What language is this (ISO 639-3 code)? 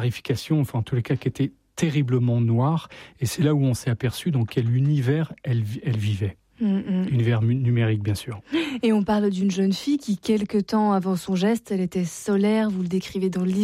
fra